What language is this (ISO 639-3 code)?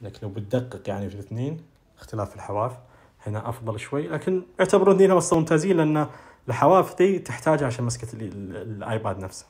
ars